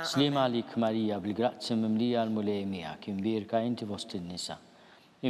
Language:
Maltese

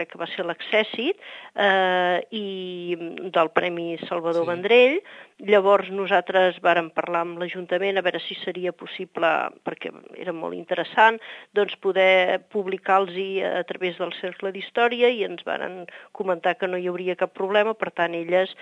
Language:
Catalan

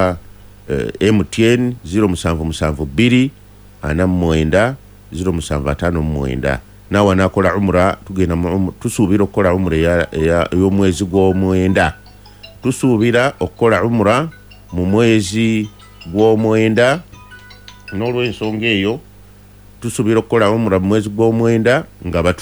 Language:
Ganda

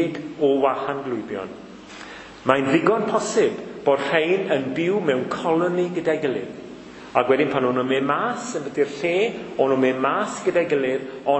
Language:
Welsh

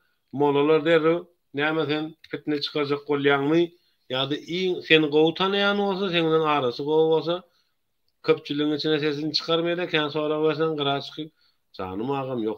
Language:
Turkmen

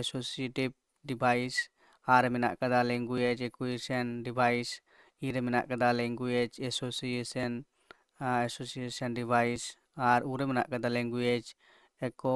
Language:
Santali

